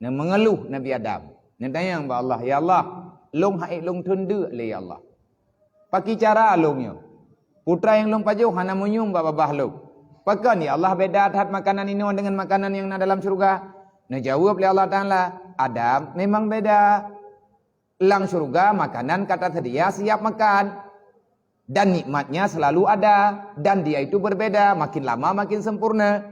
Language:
Achinese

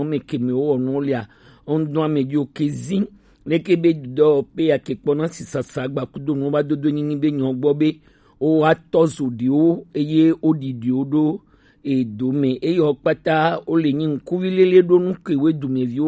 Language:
Gen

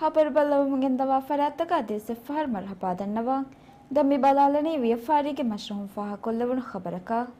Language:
Divehi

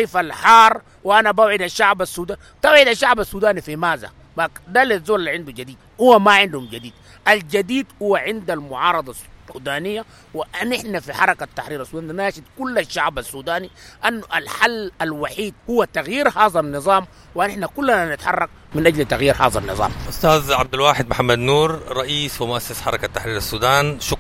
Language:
Sudanese Arabic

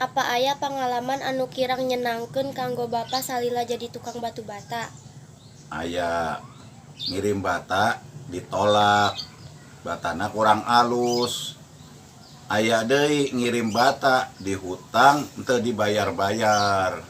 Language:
Sundanese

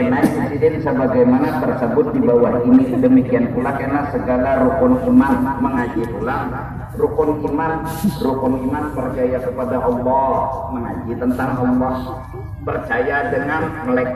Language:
Banjar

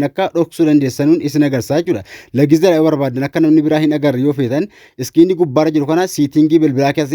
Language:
Oromo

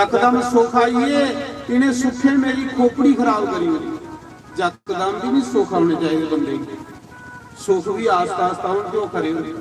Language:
Dogri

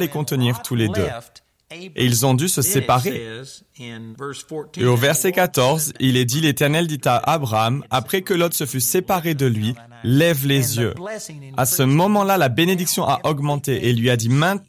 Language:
French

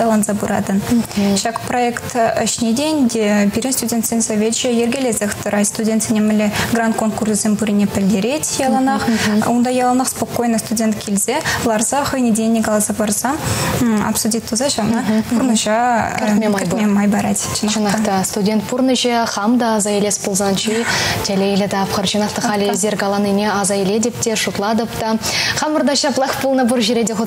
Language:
Chuvash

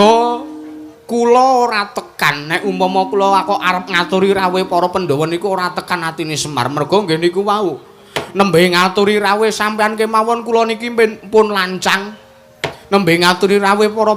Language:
Javanese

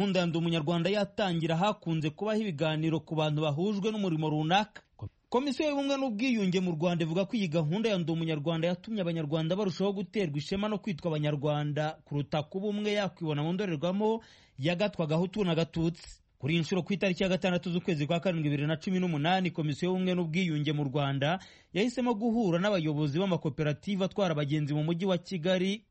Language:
Kinyarwanda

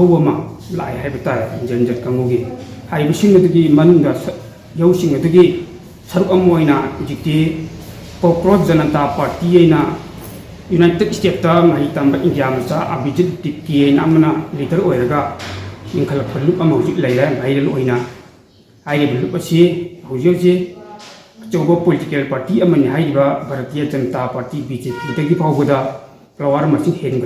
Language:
Manipuri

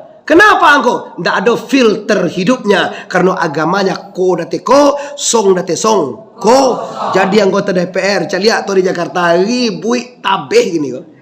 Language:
Minangkabau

